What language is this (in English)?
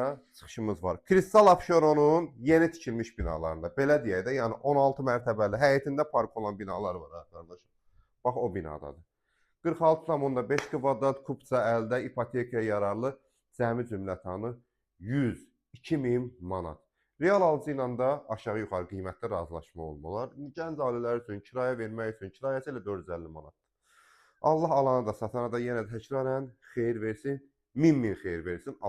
Azerbaijani